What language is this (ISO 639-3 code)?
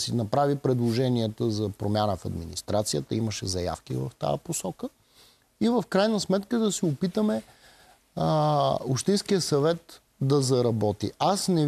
bul